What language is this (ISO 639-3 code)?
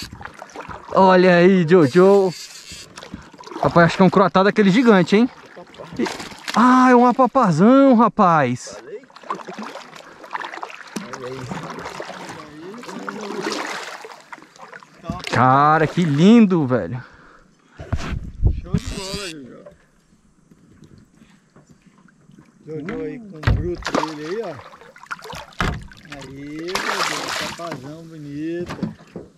por